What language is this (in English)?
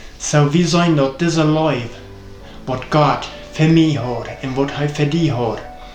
Plautdietsch